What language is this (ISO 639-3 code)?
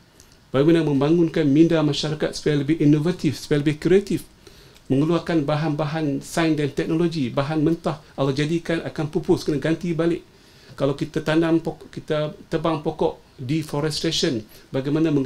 msa